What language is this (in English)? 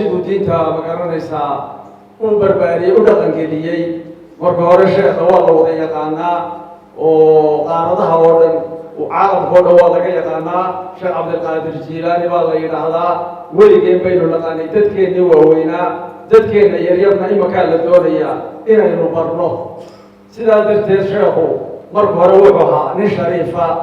Somali